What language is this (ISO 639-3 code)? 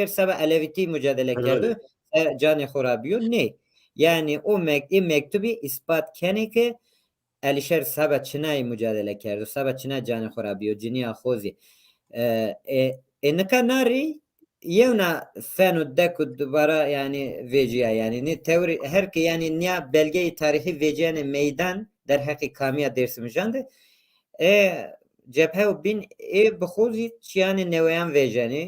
zza